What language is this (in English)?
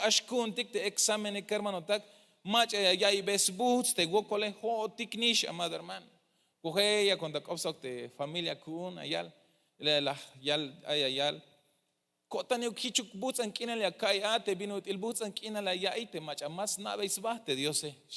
Tzeltal